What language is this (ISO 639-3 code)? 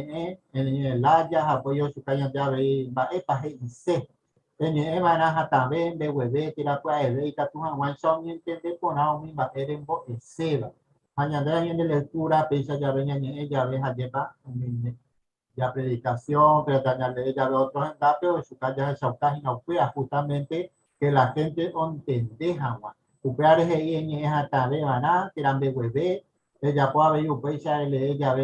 grn